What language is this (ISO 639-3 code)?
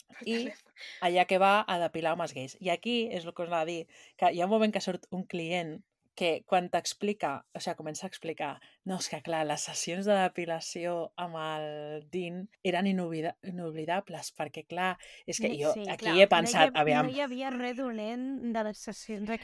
cat